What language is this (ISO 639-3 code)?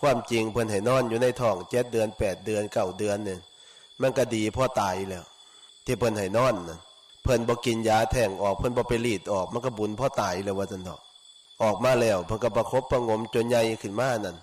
tts